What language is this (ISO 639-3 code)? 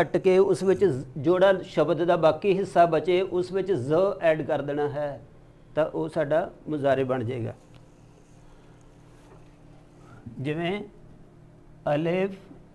pan